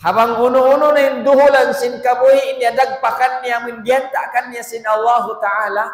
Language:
Tausug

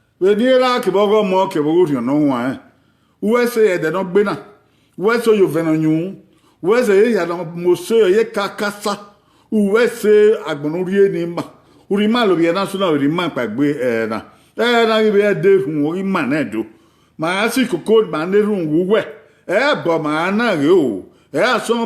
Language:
Bini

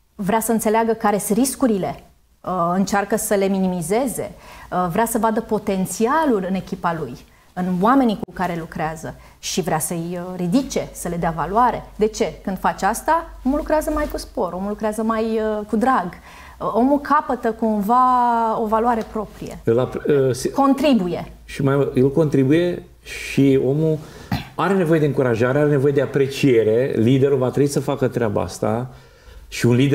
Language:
Romanian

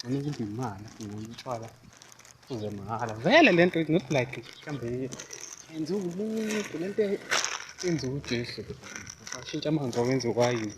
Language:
Zulu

